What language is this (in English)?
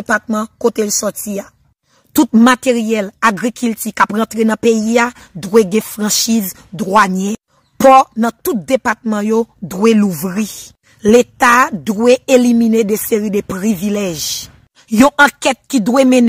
Haitian Creole